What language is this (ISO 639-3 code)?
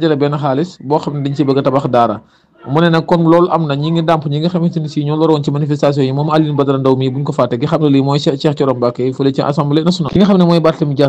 wol